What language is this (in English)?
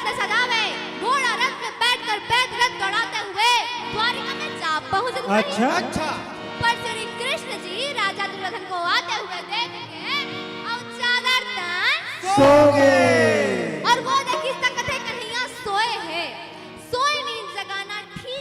Chhattisgarhi